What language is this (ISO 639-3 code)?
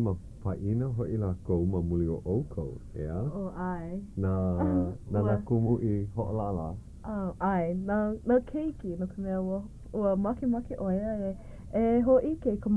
haw